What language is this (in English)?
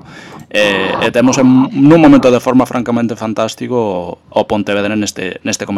Galician